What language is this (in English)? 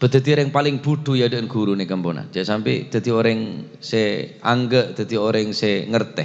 Madurese